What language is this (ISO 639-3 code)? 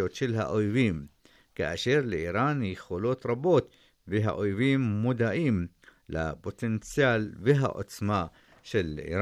heb